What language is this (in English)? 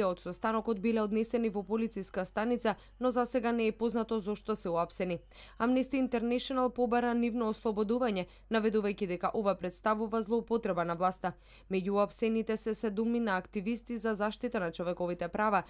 Macedonian